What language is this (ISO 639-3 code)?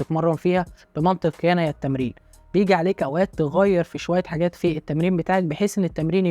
arz